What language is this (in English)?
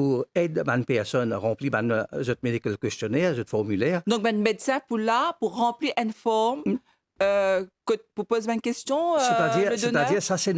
Morisyen